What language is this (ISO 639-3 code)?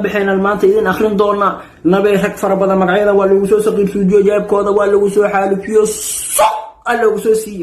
som